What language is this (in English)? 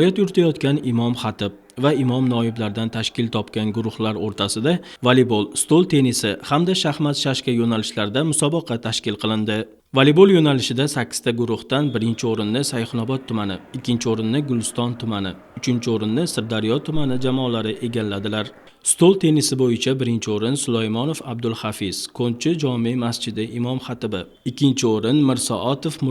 Uzbek